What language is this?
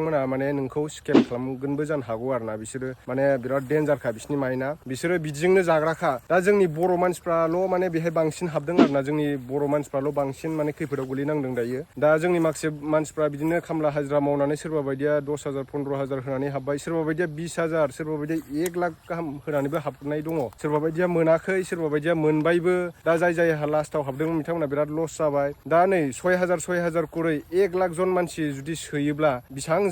Bodo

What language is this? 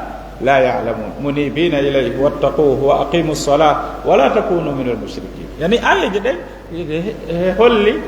Fula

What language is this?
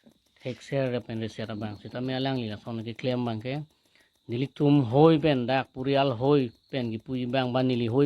Karbi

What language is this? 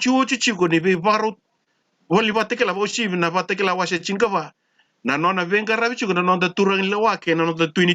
Fijian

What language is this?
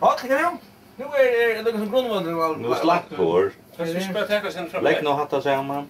Faroese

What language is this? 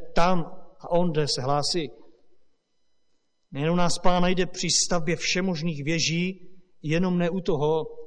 Czech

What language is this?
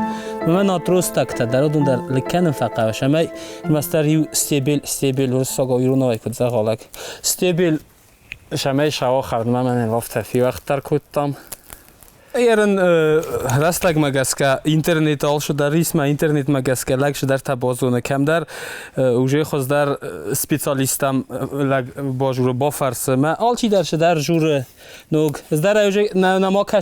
Ossetic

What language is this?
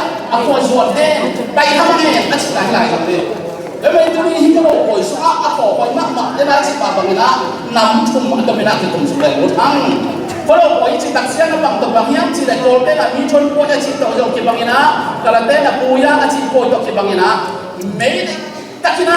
Tedim Chin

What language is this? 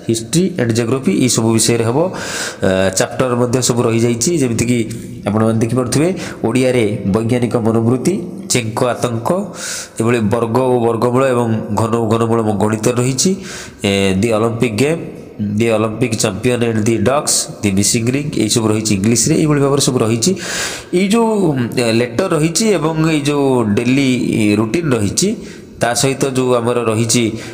Odia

